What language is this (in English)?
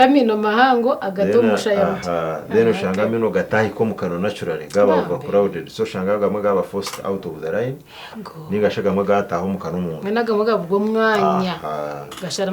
Nyankole